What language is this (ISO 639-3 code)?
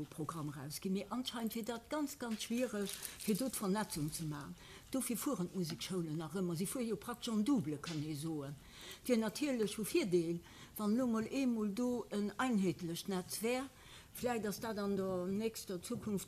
ltz